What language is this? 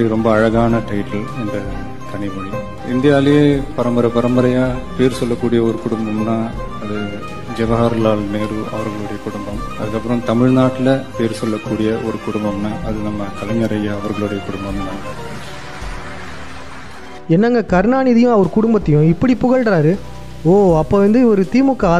Tamil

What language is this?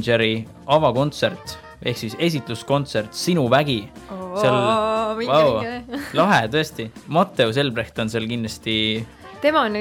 Estonian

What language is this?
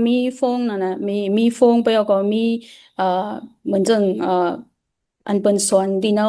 Shan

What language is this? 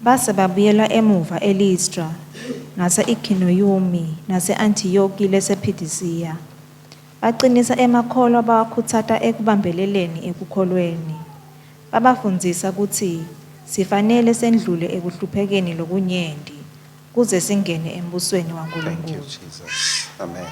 Swati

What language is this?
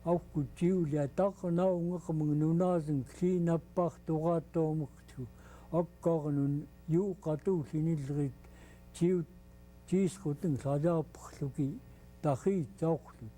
Central Yupik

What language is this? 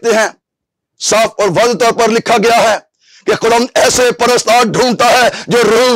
Urdu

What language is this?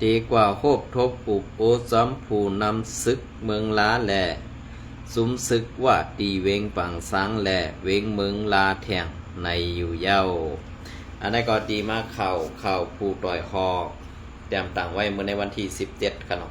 Shan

